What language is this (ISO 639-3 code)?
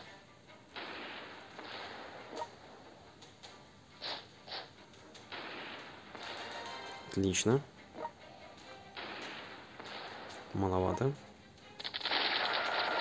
rus